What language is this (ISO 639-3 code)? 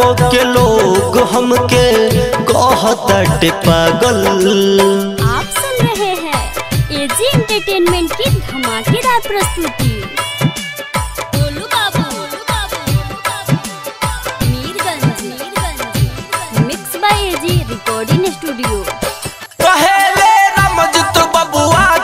bho